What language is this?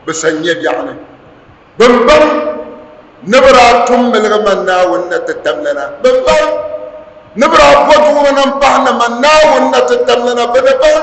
Dagbani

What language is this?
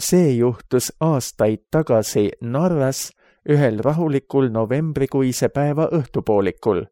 Estonian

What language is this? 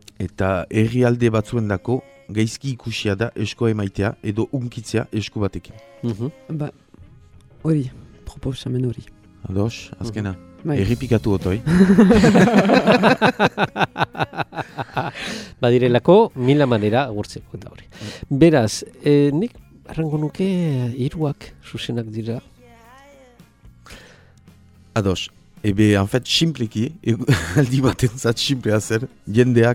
Basque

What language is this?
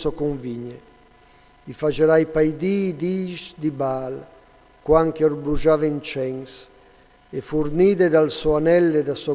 Friulian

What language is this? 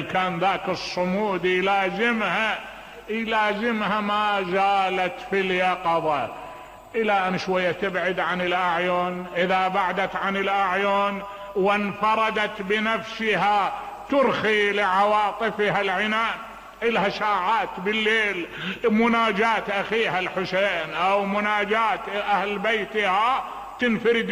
Mesopotamian Arabic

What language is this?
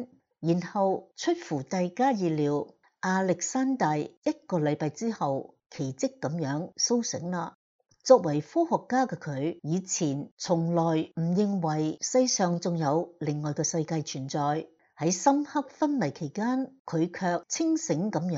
Cantonese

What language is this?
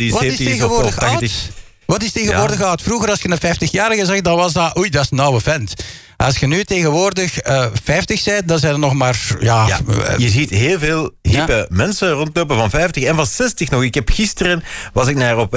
Dutch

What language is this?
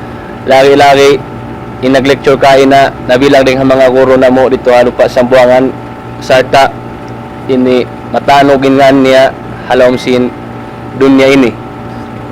Tausug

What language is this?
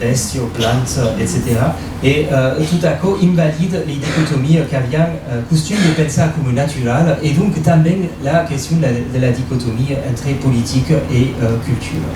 Occitan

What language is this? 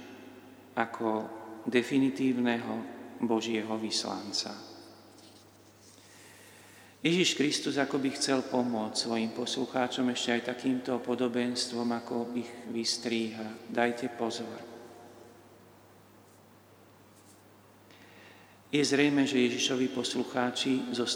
Slovak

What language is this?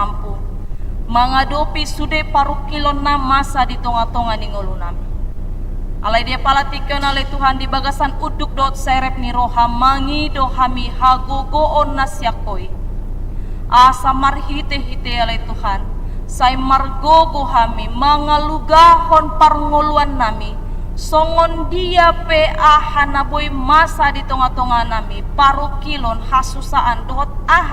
Batak Toba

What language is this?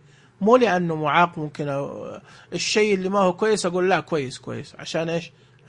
Najdi Arabic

